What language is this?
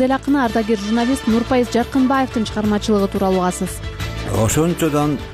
Kyrgyz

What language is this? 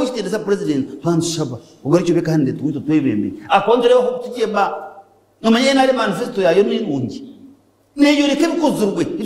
Nyankole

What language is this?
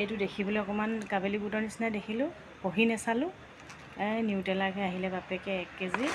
Assamese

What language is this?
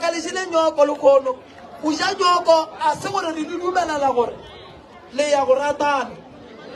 Northern Sotho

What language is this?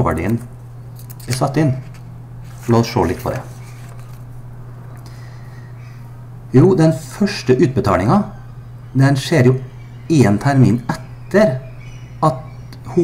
Norwegian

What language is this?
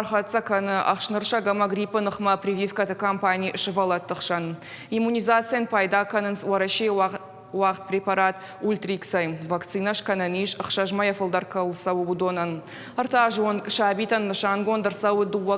Ossetic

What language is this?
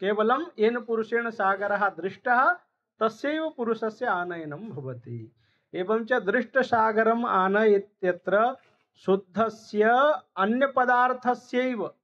Sanskrit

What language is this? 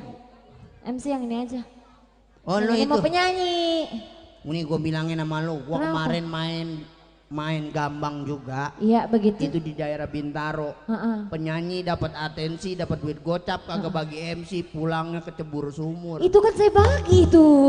Betawi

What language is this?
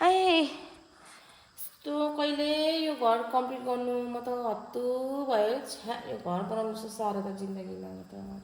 Nepali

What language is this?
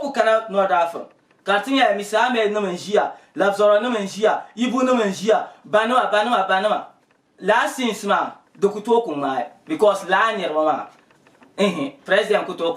Dagbani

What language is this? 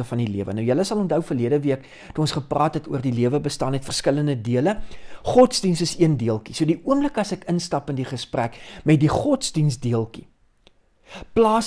Afrikaans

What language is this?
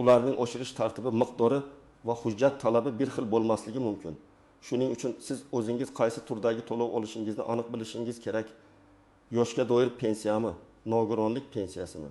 Uzbek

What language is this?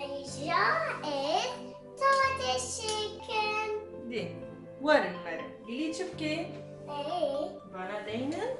Kurdish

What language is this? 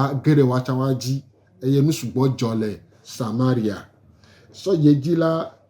Gen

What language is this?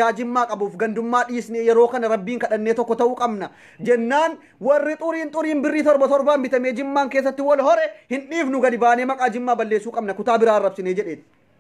Oromo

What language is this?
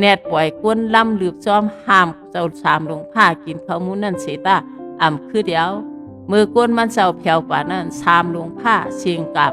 Shan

